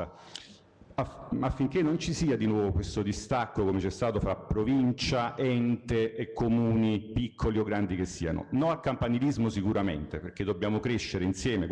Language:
Italian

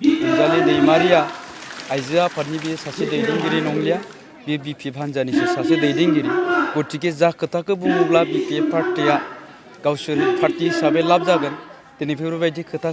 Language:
Bodo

